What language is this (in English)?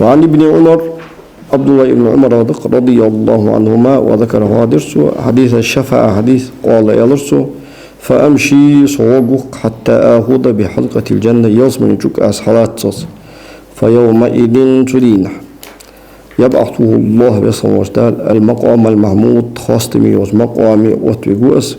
Ingush